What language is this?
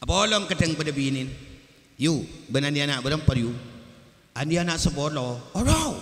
Madurese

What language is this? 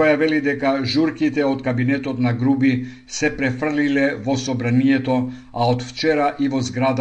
Macedonian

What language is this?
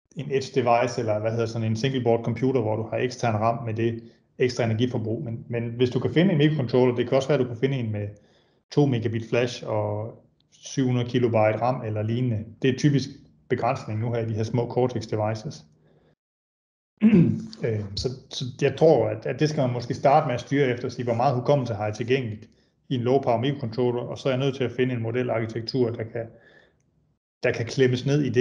Danish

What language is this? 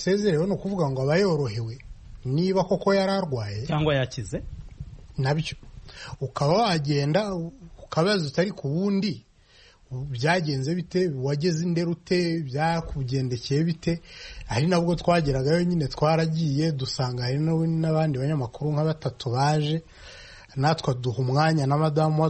Kinyarwanda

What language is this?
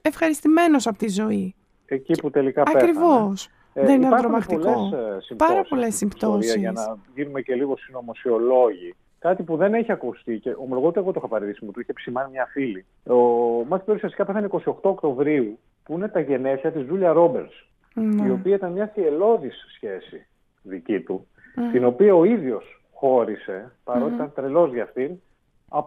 Greek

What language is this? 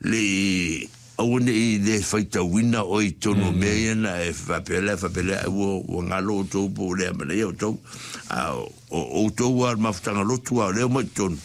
Samoan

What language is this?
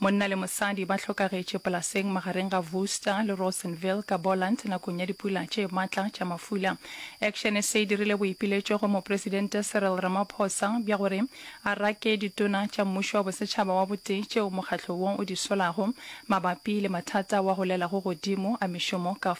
Northern Sotho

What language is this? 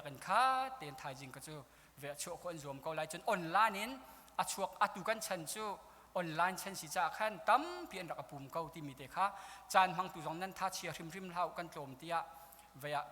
Hakha Chin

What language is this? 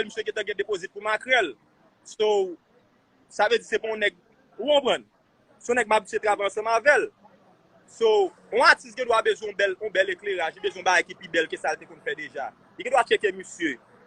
Haitian Creole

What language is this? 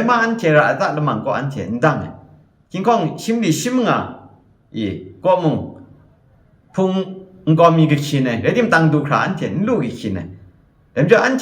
Kachin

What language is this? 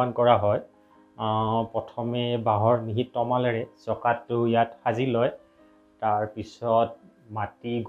Assamese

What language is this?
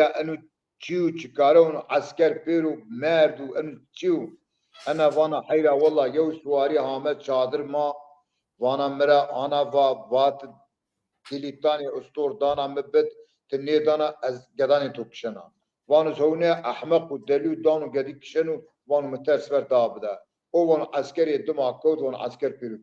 Zaza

